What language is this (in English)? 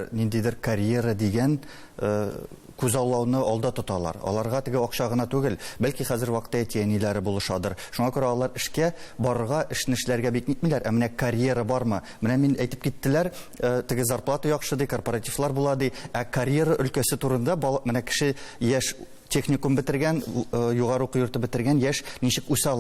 Tatar